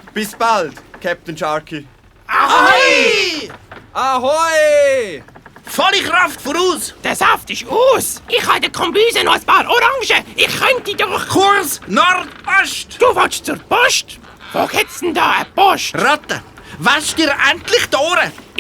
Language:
Swiss German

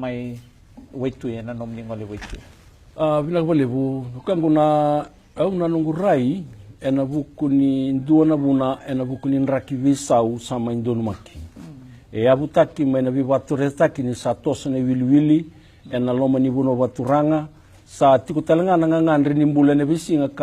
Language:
Fijian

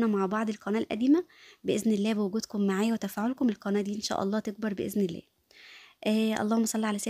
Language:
Egyptian Arabic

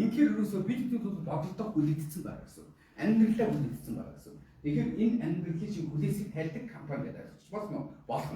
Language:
Mongolian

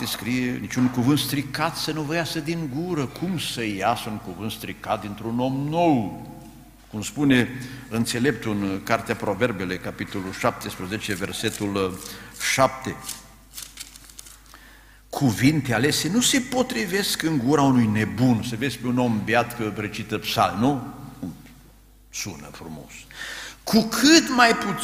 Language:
Romanian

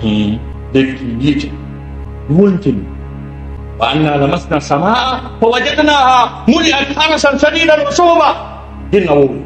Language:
Fula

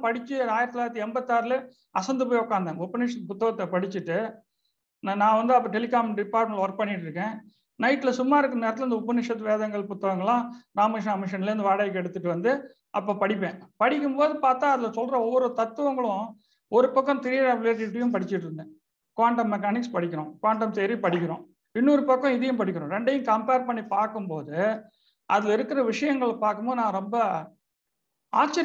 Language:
Tamil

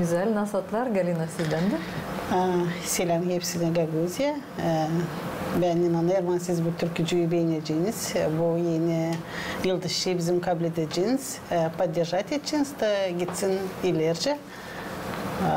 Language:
Gagauz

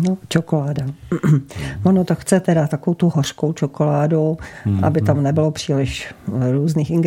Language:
Czech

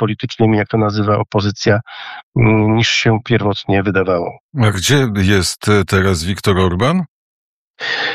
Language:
Polish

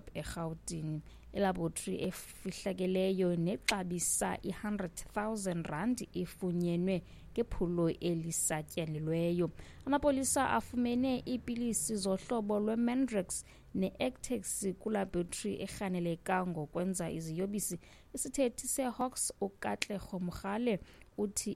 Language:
Xhosa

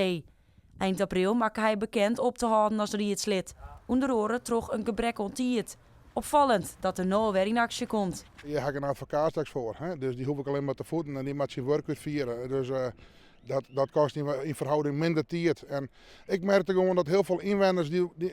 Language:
Western Frisian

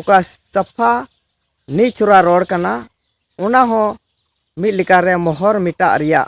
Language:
Santali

